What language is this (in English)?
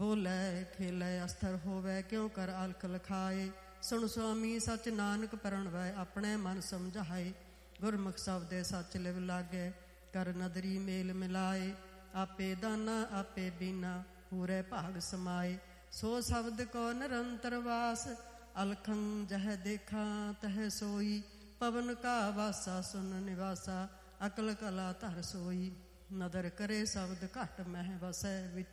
Punjabi